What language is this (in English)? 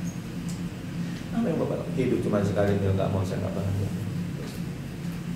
Indonesian